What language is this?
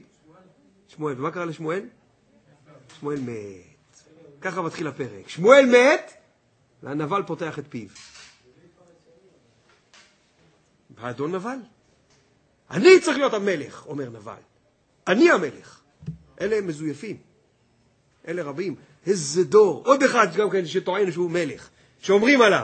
Hebrew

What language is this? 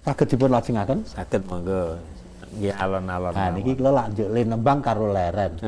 Javanese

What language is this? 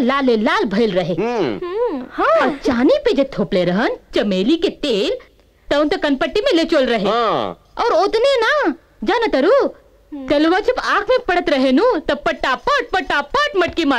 Bhojpuri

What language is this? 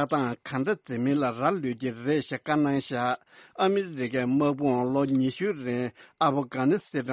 Tibetan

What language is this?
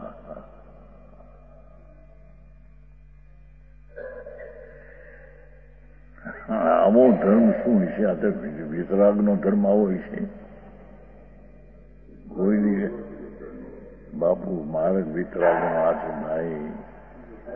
Gujarati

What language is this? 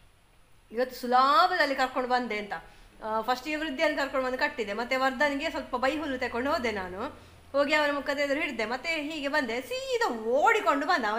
Kannada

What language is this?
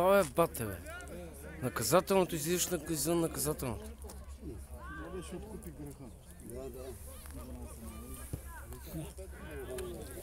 Bulgarian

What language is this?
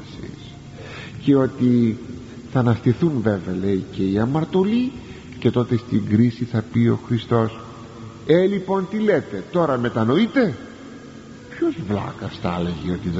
Greek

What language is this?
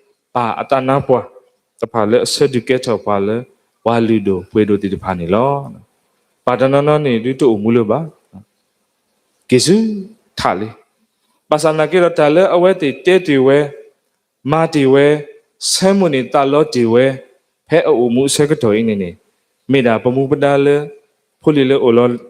S'gaw Karen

